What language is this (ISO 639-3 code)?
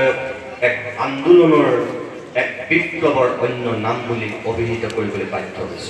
asm